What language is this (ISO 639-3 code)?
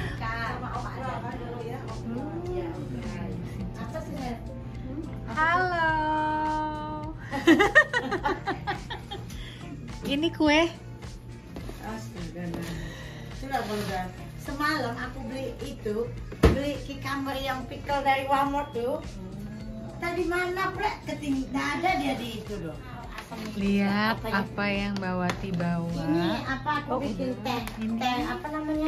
ind